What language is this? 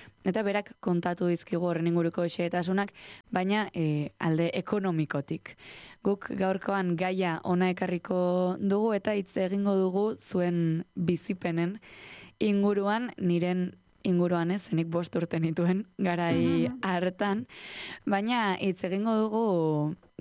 Basque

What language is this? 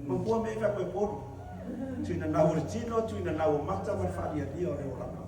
Samoan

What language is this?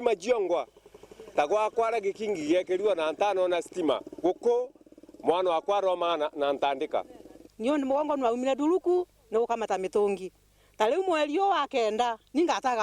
Meru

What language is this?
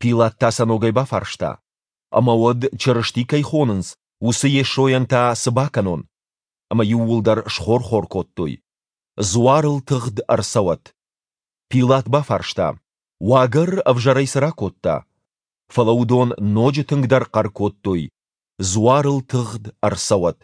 Ossetic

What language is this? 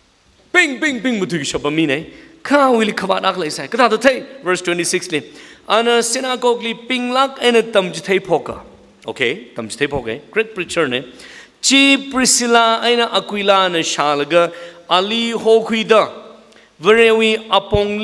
Tangkhul Naga (India)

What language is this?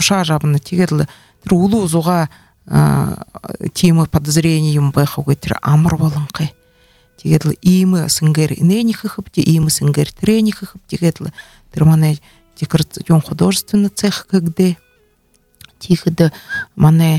Buriat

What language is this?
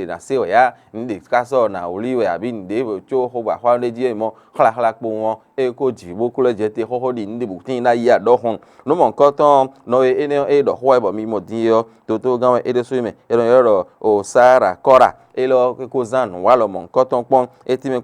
Fon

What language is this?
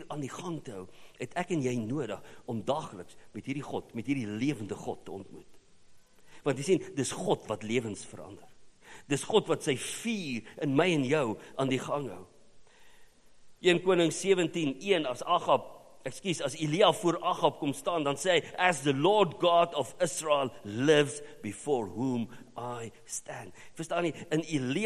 Afrikaans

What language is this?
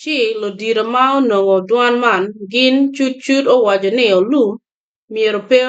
Acoli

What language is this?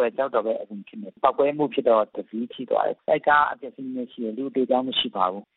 Burmese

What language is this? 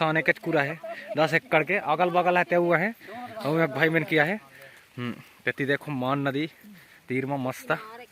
Chhattisgarhi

